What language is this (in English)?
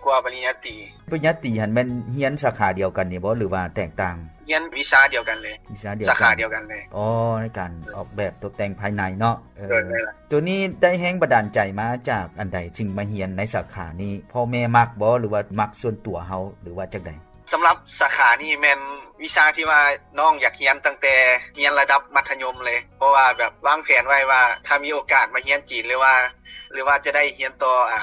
Lao